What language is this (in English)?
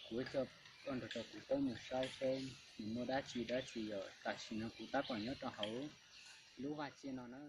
Hmong